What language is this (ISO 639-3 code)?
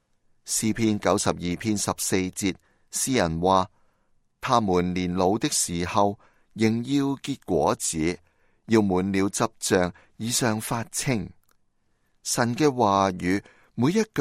yue